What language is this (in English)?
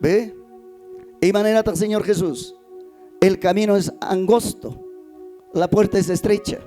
Ayacucho Quechua